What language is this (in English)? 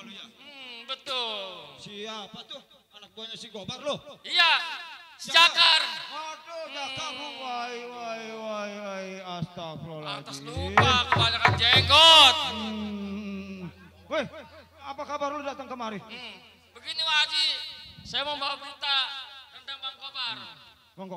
Betawi